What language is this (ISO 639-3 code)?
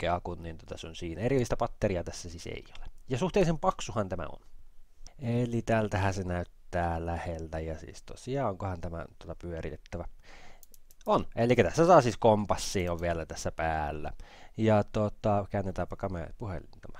fin